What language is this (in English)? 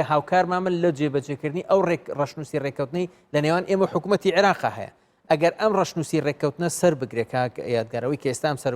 Central Kurdish